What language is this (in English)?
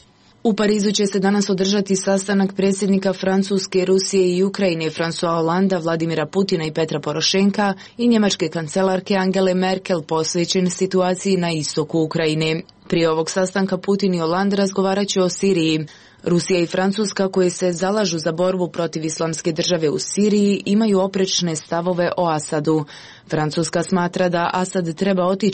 Croatian